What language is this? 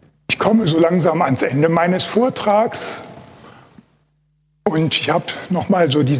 German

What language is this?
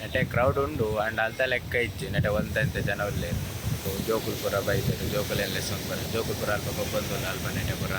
Tulu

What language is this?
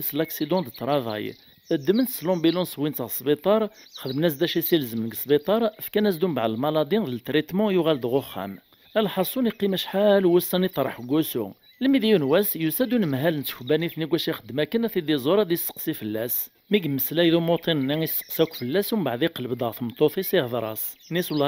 Kabyle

